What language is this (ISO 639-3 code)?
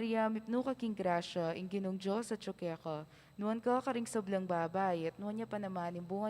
pam